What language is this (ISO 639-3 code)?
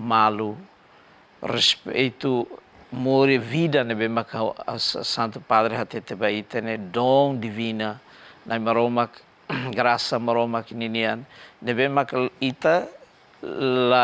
tet